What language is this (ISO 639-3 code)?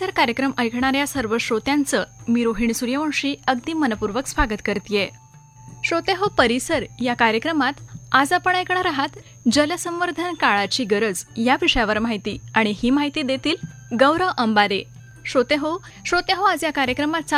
mar